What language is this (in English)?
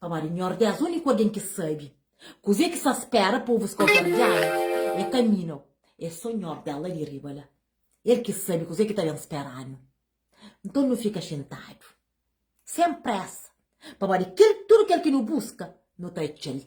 Kabuverdianu